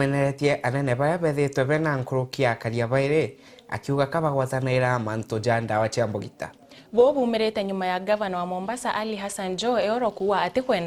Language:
Meru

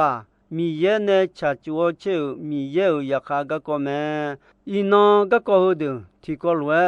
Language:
Akha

